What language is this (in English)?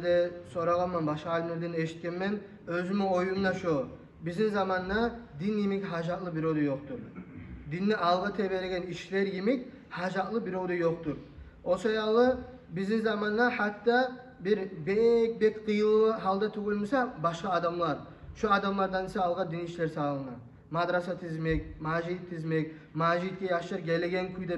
Kumyk